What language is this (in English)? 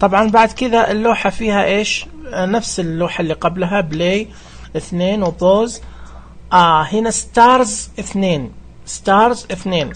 Najdi Arabic